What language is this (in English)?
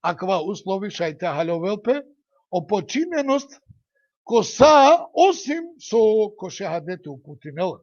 Balkan Romani